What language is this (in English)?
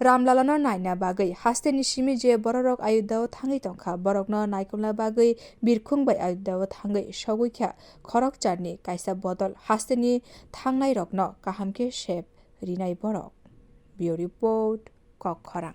Kok Borok